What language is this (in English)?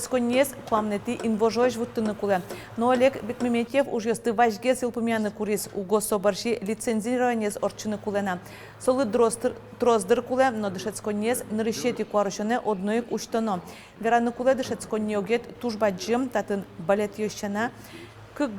Udmurt